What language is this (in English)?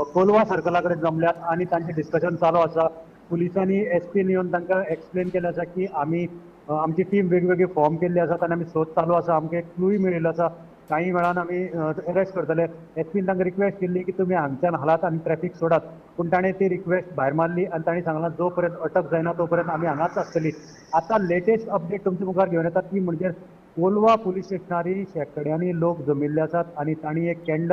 Konkani